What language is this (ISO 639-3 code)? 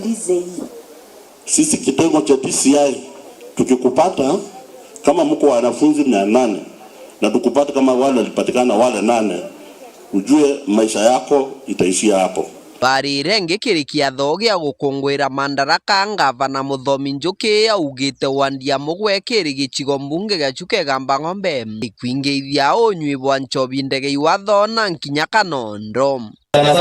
mer